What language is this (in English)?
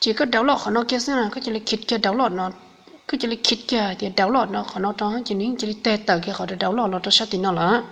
Hmong